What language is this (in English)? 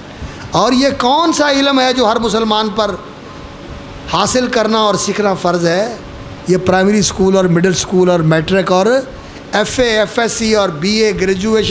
Urdu